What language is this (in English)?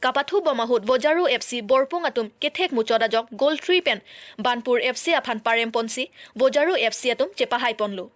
Karbi